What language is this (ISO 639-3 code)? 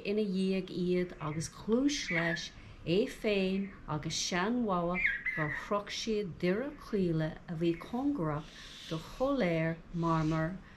gle